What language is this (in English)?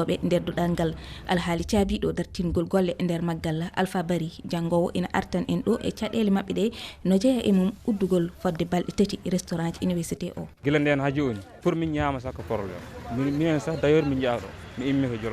Fula